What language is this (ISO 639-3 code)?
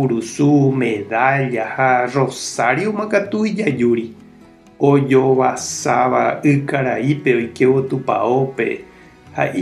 grn